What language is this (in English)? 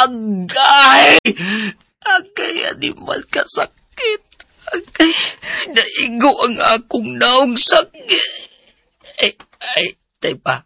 Cebuano